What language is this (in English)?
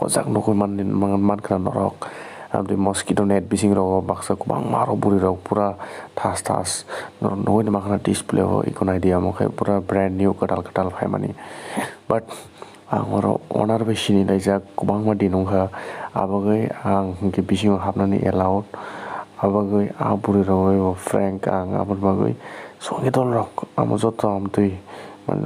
Kok Borok